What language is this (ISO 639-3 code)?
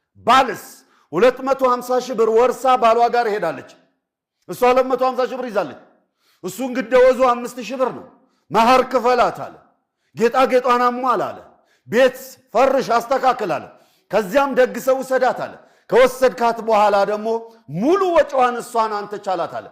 amh